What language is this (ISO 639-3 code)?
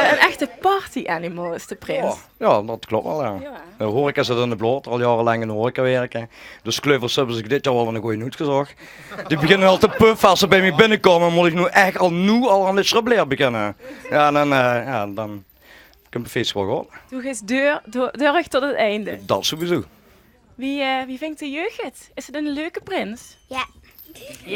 lim